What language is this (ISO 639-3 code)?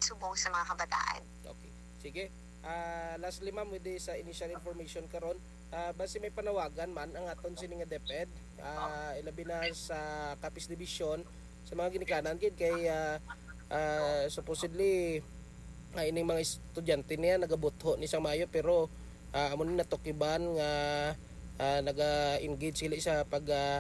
hil